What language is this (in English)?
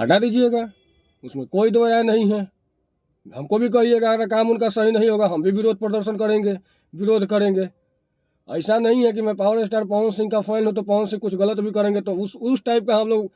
Bhojpuri